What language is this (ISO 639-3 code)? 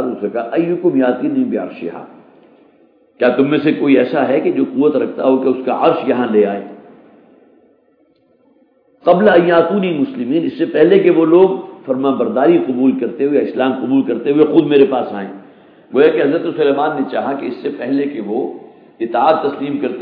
urd